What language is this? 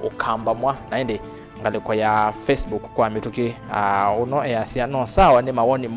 Kamba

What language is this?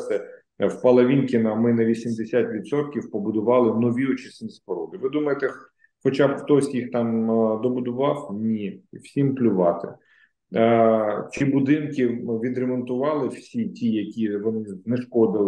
Ukrainian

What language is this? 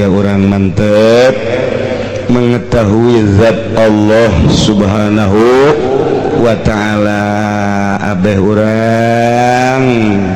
Sundanese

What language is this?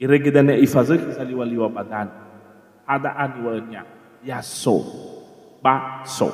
Nias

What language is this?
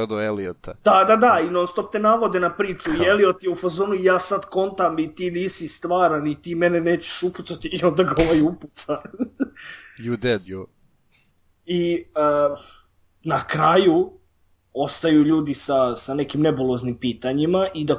Serbian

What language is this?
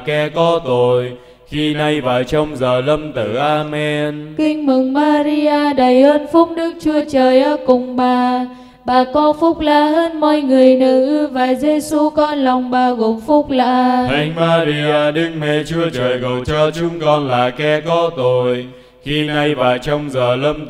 Vietnamese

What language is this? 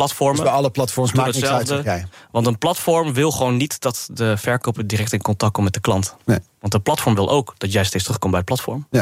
Dutch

